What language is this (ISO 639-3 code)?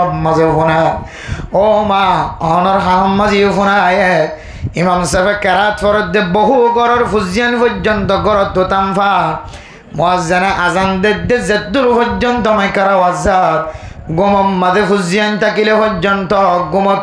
rhg